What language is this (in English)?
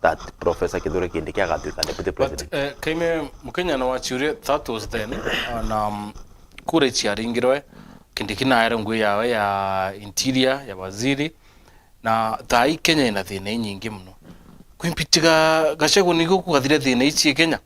Meru